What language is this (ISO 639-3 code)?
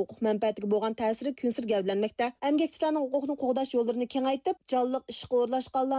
uig